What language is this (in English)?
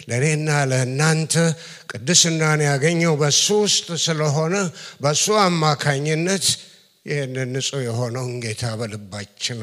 Amharic